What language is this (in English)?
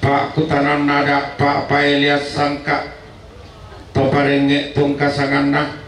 Toraja-Sa'dan